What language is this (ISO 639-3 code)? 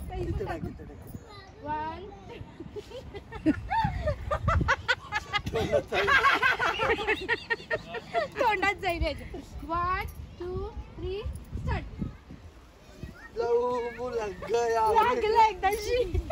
mar